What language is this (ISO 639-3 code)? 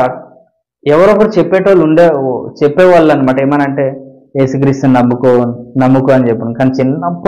tel